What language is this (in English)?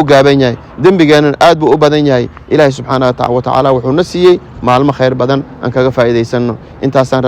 Somali